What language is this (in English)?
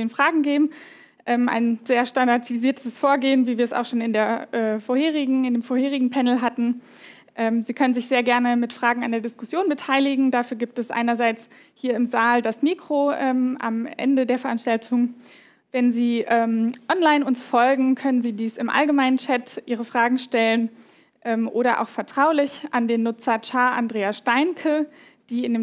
German